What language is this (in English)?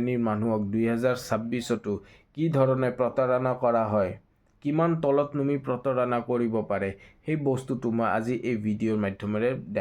Assamese